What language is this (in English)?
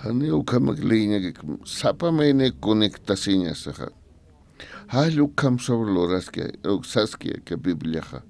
Aymara